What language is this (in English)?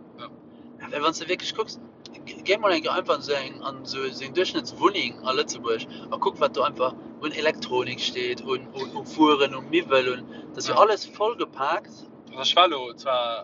Luxembourgish